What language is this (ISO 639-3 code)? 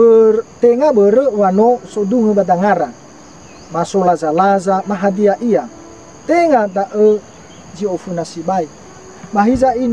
nia